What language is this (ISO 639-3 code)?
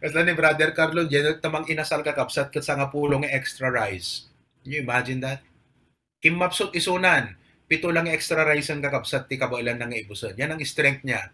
ilo